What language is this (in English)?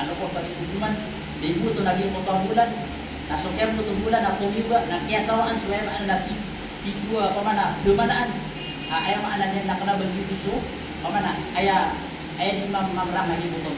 Maranao